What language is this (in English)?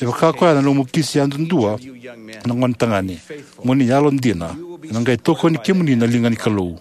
Fijian